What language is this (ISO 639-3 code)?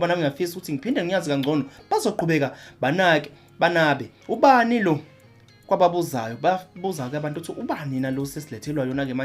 zul